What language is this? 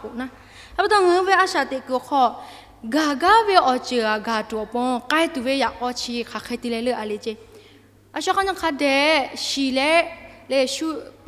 Lahu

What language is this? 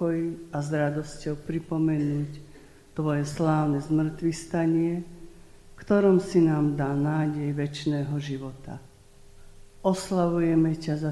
Slovak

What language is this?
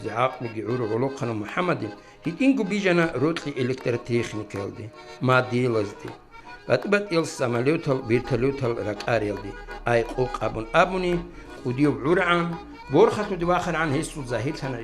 Avaric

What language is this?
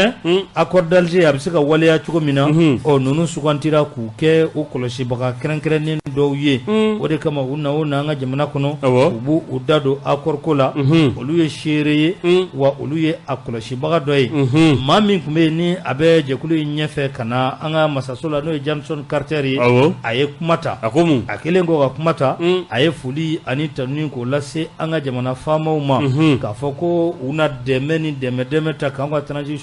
Bambara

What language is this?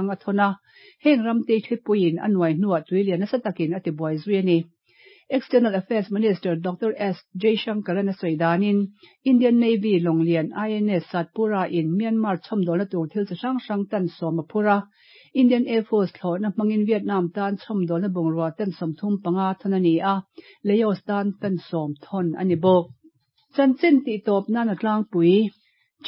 Mizo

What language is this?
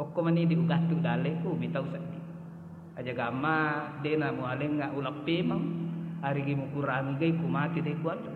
Buginese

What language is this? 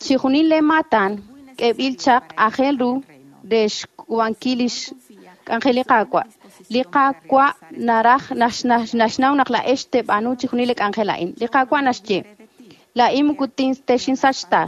Kekchí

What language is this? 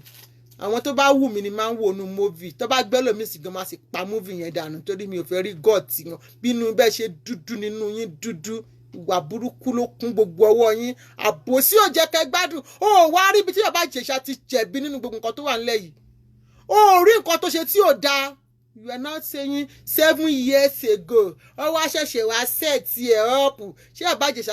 Yoruba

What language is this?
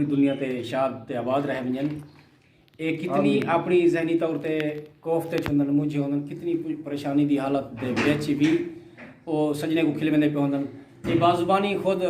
Saraiki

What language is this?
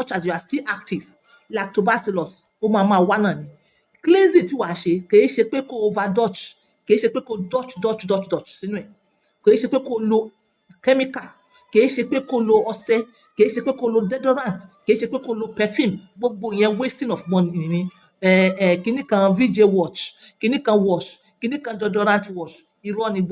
Yoruba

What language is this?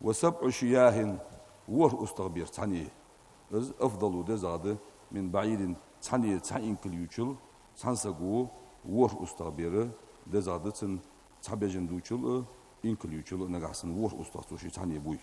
Ingush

